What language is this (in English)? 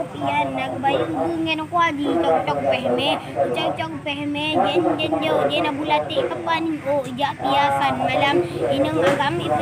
Achinese